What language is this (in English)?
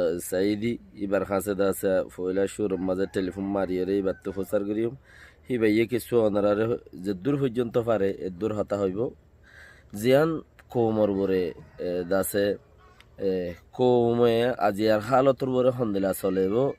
Rohingya